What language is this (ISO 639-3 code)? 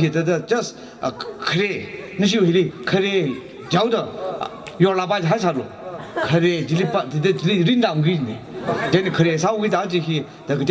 nmf